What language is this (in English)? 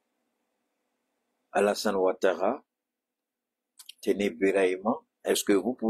French